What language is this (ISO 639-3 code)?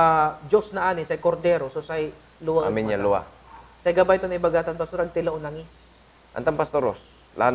pag